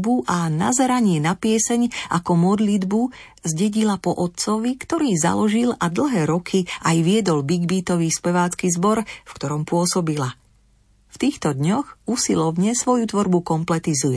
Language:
Slovak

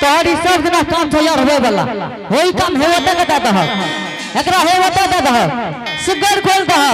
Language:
Angika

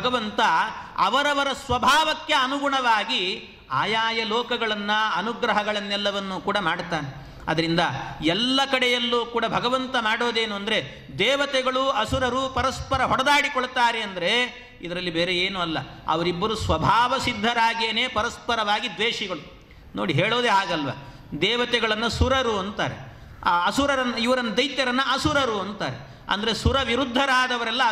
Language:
Kannada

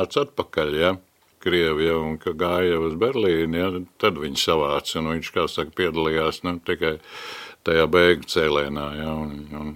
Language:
Latvian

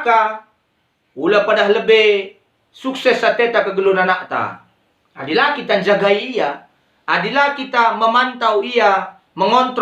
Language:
Batak Karo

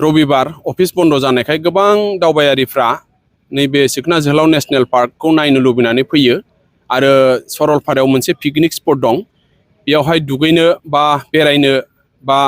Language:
Bodo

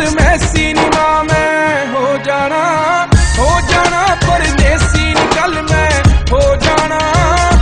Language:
Punjabi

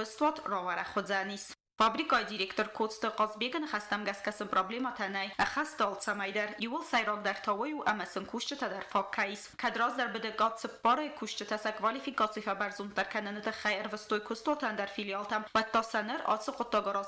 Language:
Ossetic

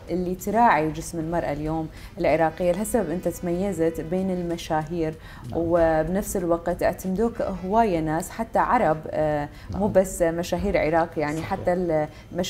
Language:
Mesopotamian Arabic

